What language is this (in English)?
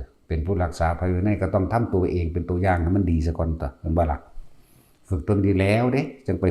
Northeastern Thai